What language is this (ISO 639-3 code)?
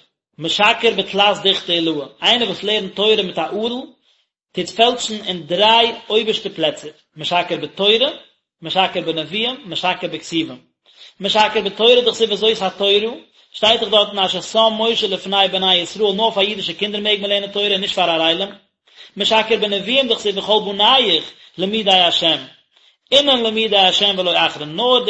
yid